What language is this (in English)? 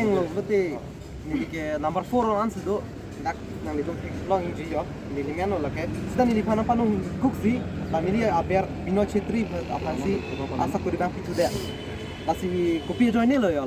Karbi